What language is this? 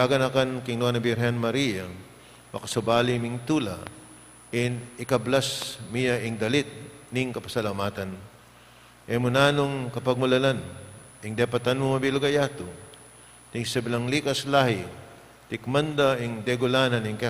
Pampanga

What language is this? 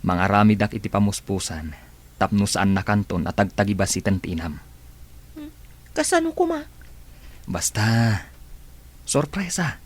Iloko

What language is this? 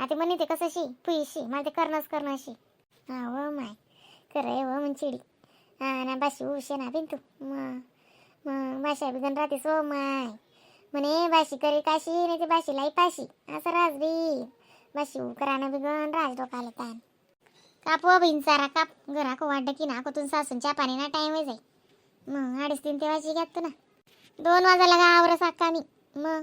Khandesi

